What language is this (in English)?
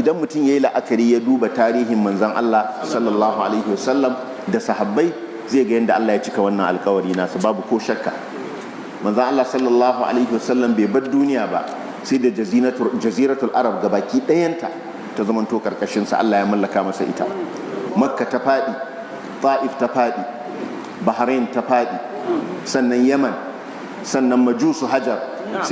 Hausa